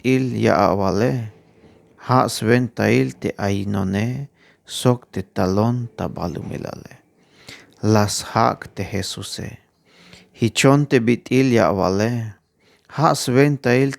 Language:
Tzeltal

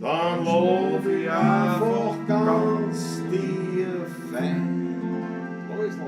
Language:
Bavarian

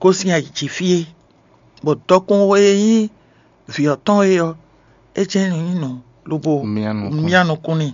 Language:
Fon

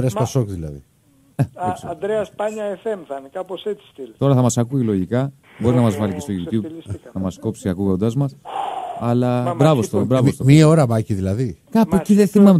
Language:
Greek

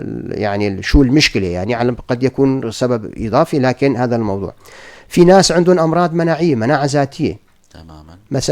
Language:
North Levantine Arabic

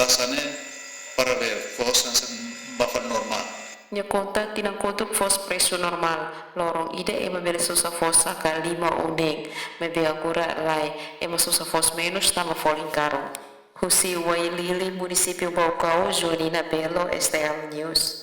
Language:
Tetum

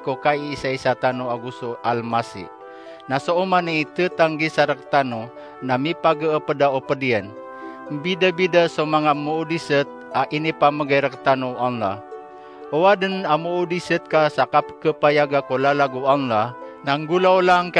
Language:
Maranao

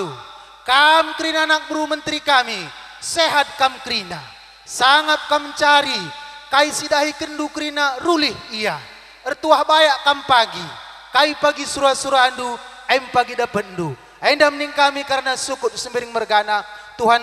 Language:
Batak Karo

